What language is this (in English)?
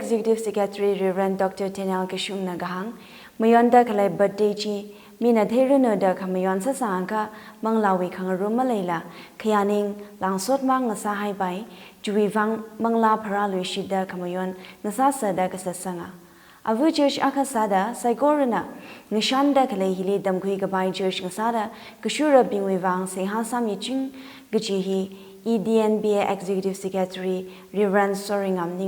Tangkhul Naga (India)